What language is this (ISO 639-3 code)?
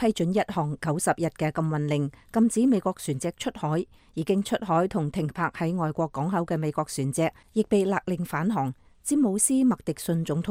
yue